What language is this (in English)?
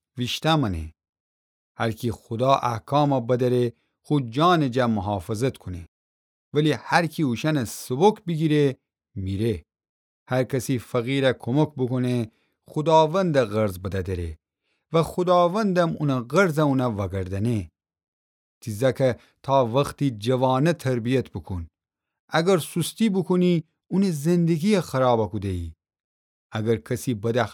Gilaki